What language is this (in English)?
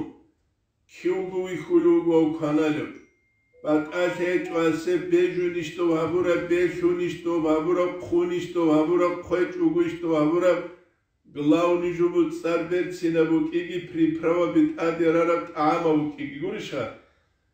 Avaric